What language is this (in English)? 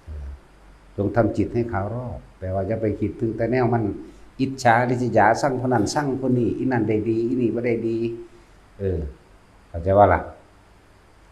Lao